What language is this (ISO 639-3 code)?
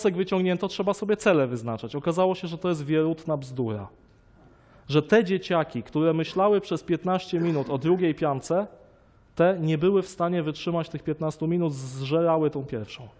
pol